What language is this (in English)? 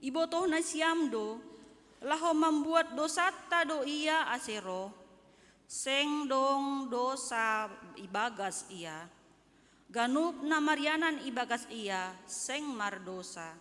Batak Simalungun